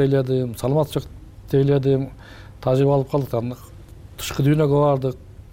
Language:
Kyrgyz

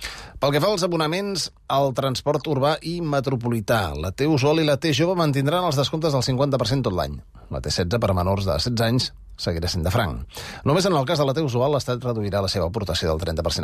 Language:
Catalan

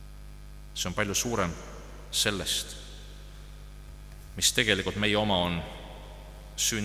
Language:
Estonian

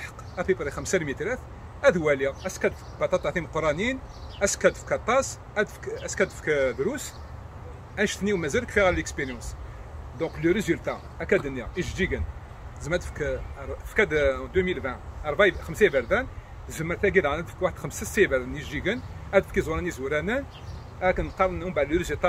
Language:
Kabyle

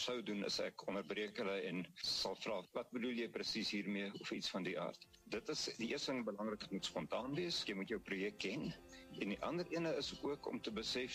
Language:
Afrikaans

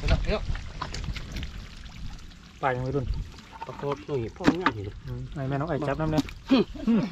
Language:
Thai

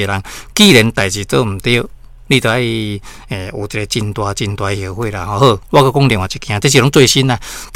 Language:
Min Nan Chinese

